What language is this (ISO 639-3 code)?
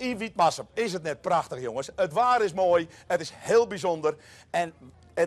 fry